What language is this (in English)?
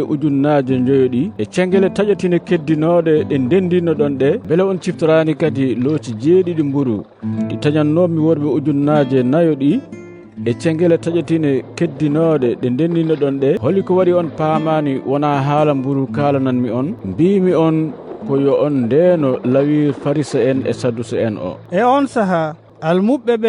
Fula